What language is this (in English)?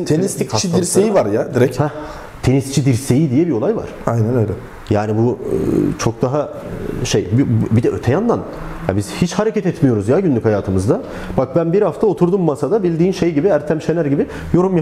Turkish